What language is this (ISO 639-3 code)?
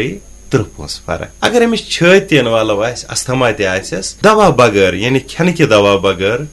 kas